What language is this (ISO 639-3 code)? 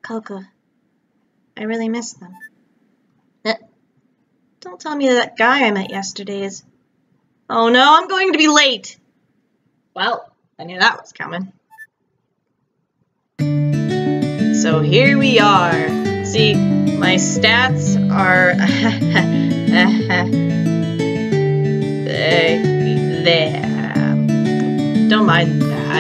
eng